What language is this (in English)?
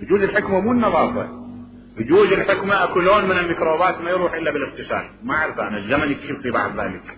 Mesopotamian Arabic